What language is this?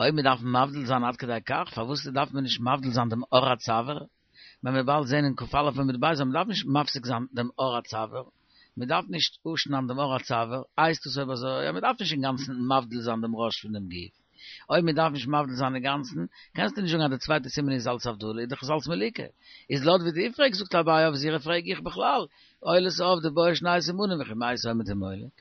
Yiddish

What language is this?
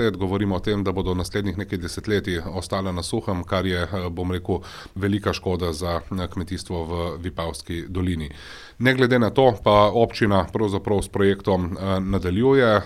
Slovenian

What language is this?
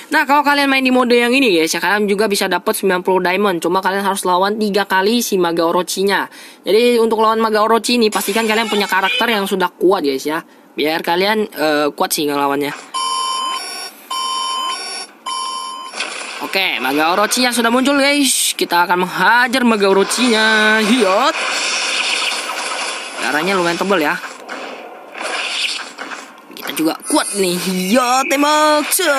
Indonesian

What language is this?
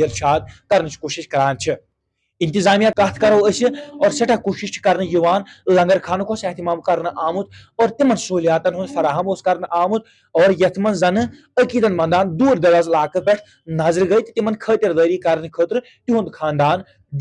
Kashmiri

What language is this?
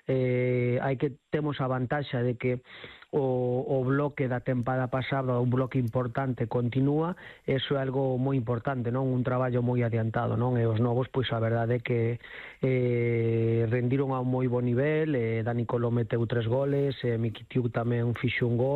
Galician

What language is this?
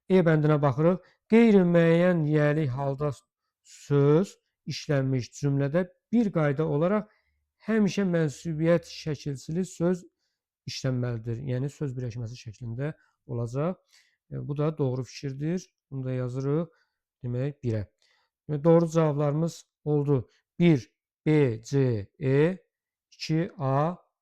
Azerbaijani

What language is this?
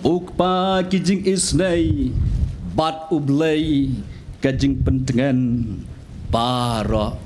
Khasi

